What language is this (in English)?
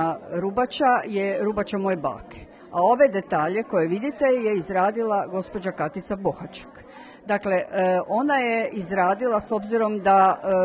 Croatian